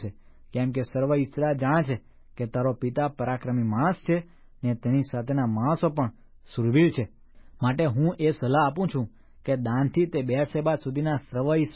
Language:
Gujarati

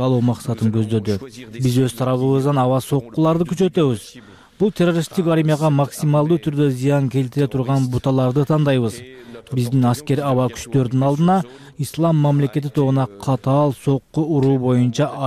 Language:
Kyrgyz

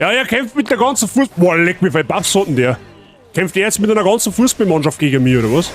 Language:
Bavarian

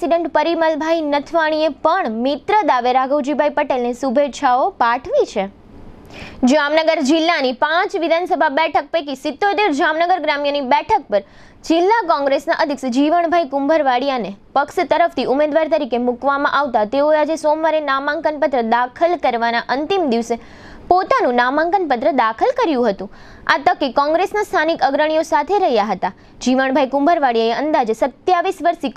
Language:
Gujarati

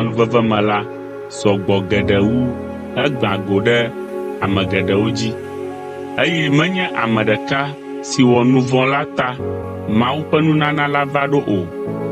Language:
Ewe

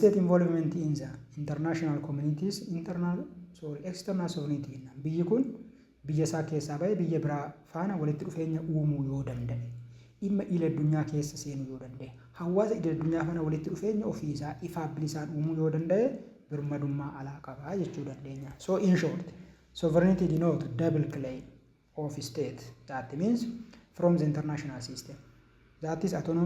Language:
Oromo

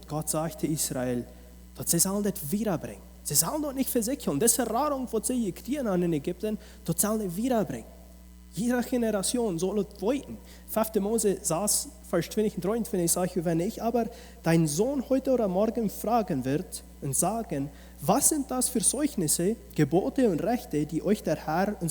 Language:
Plautdietsch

